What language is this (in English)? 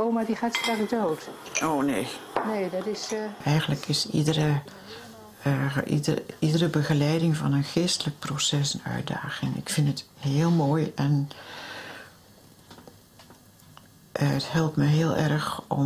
Dutch